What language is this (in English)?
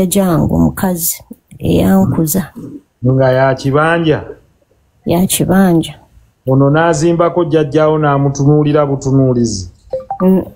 Ganda